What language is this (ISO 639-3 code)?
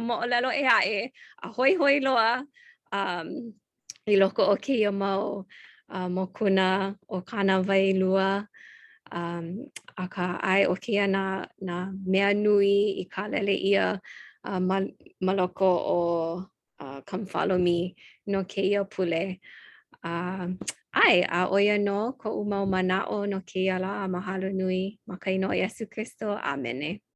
haw